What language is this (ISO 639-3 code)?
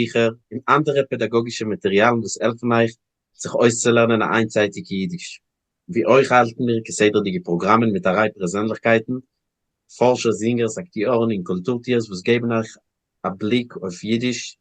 yid